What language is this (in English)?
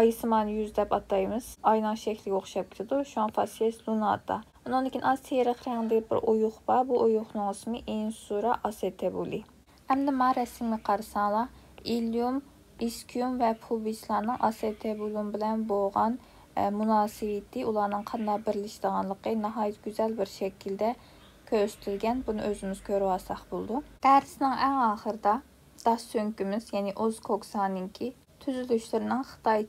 Uyghur